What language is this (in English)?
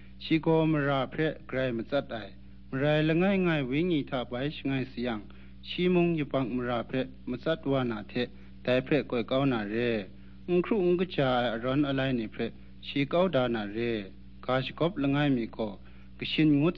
Kachin